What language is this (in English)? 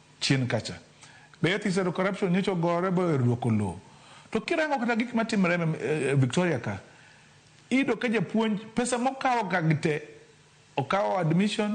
Luo (Kenya and Tanzania)